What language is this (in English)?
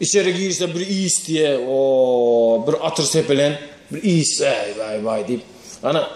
Turkmen